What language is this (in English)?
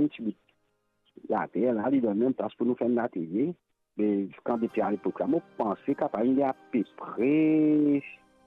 Morisyen